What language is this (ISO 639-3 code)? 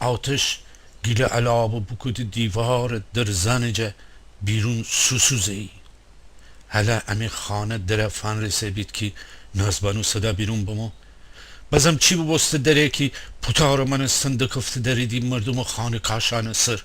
glk